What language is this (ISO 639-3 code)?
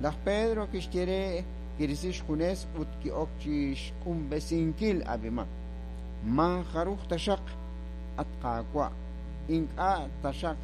kek